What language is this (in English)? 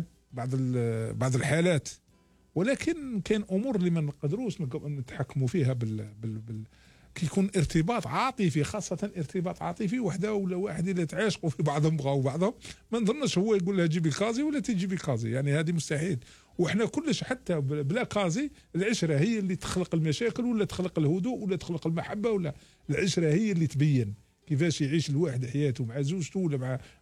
Algerian Arabic